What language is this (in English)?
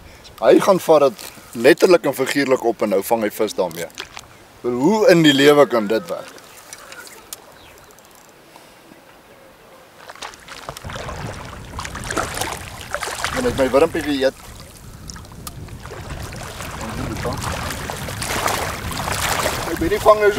Afrikaans